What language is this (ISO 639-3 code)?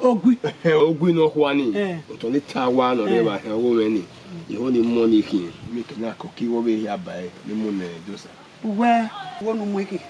bin